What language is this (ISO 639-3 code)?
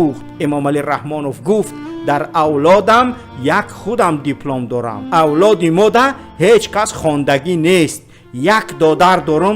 tgk